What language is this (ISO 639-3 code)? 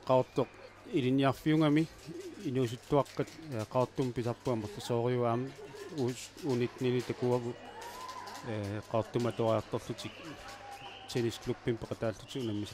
kal